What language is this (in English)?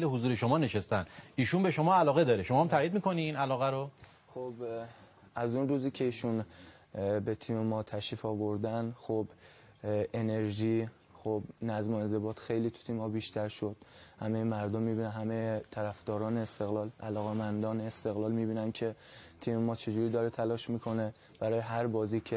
Persian